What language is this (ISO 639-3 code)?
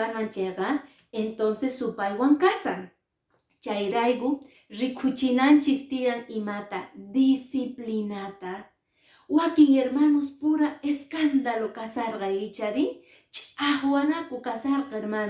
que